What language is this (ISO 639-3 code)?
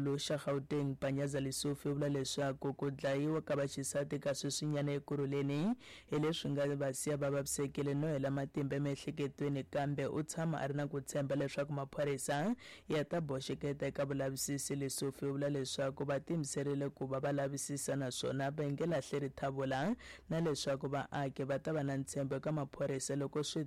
tso